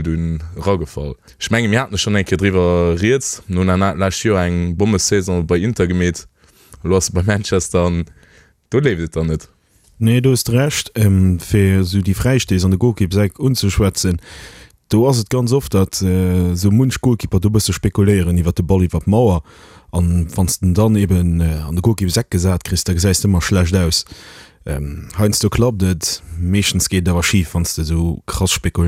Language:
Luxembourgish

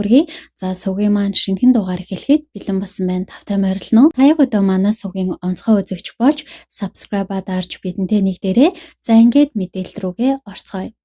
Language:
Mongolian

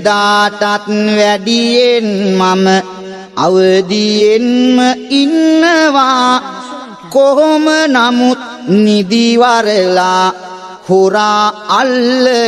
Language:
Sinhala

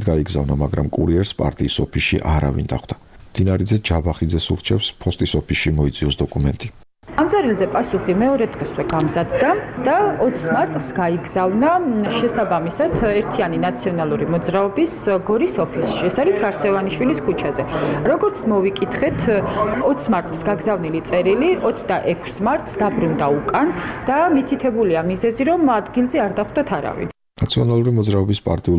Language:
Georgian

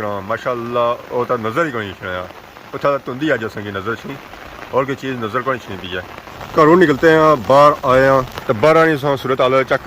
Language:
Pahari-Potwari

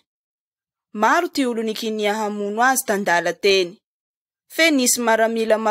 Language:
Malagasy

